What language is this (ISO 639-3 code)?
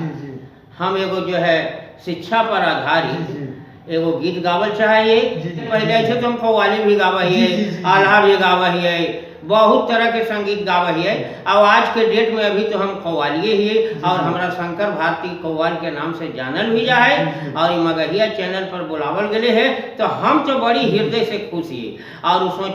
mag